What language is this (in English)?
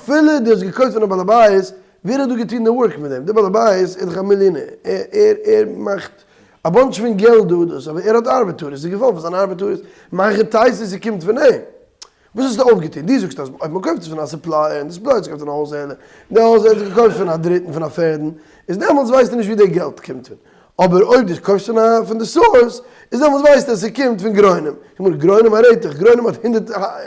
Yiddish